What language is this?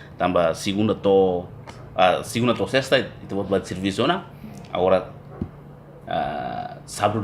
Tetum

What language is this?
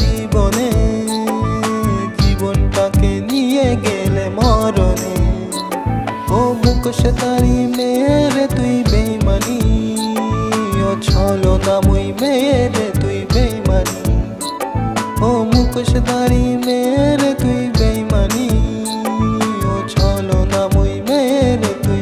Bangla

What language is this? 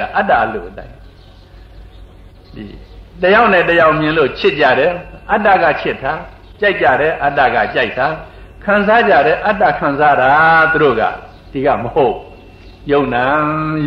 Burmese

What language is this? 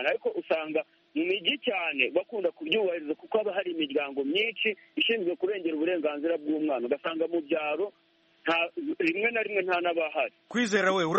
Kinyarwanda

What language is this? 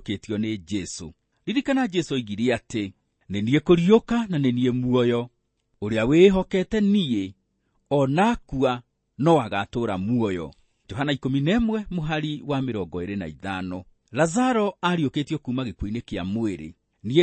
Kikuyu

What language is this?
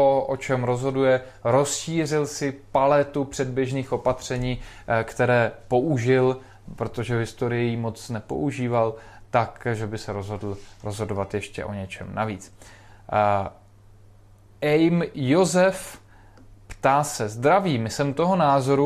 Czech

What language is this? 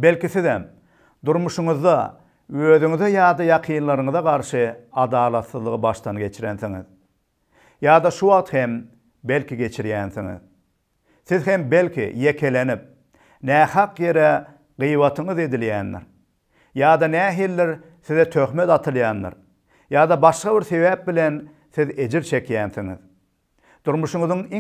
Turkmen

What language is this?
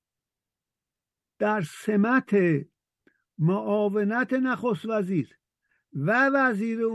Persian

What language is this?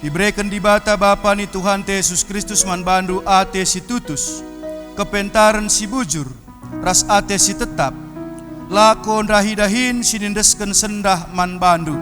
Batak Karo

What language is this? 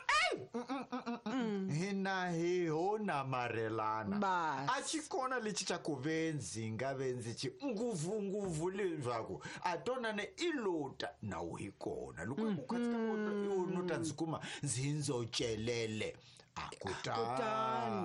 Tsonga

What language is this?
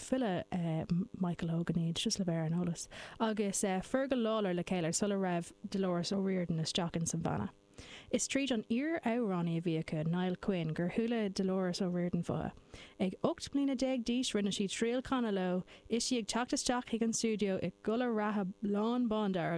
Irish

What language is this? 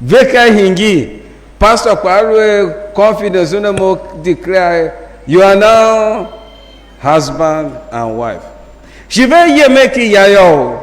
Tiv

